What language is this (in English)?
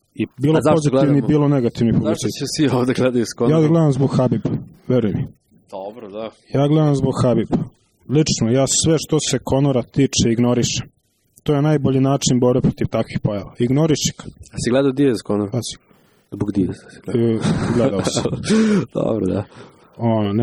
Serbian